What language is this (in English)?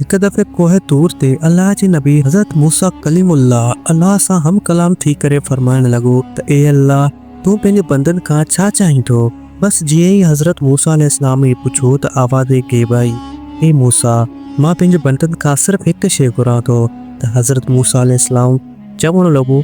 Sindhi